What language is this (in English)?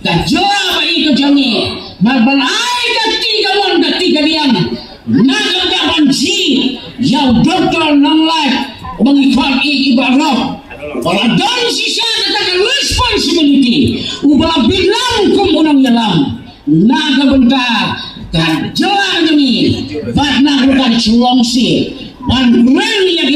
Khasi